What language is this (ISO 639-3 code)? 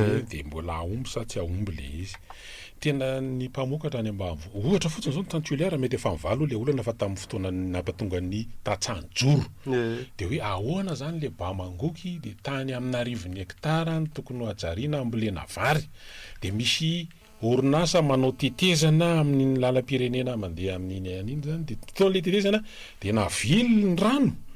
mlg